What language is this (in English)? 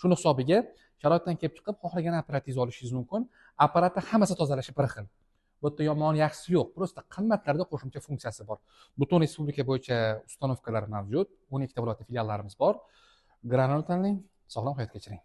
Uzbek